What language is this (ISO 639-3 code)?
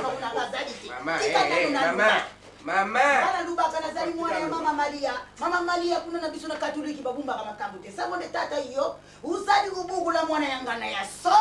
lin